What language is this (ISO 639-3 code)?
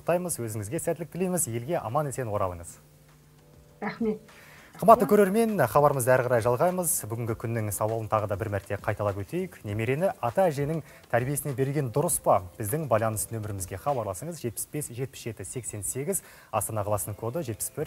kaz